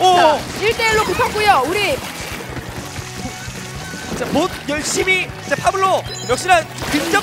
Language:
Korean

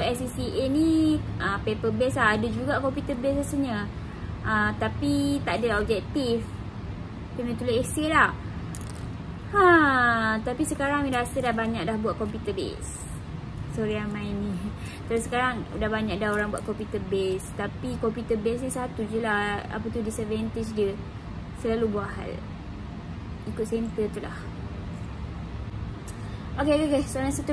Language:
Malay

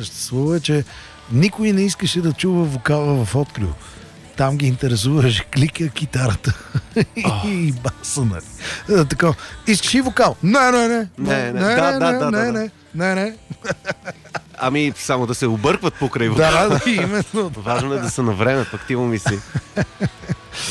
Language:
Bulgarian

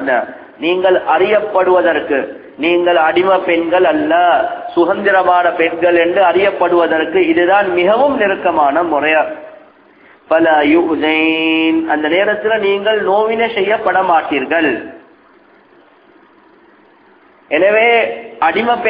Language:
Tamil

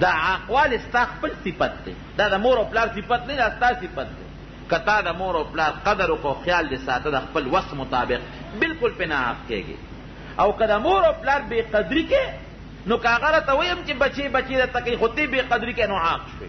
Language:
Pashto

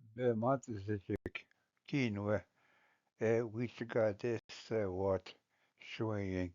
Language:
Ojibwa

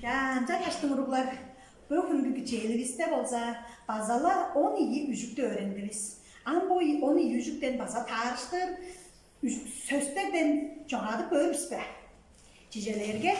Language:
Tuvinian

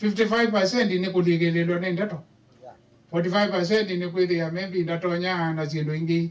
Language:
Kamba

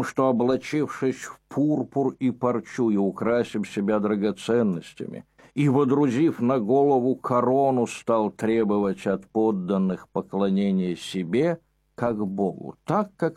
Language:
Russian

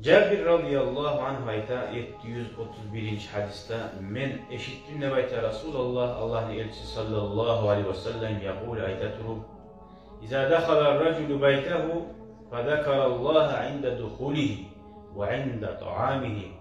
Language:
Kumyk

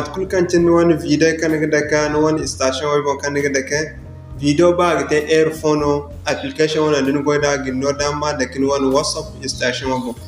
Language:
Zarma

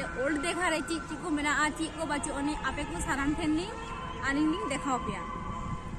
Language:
Santali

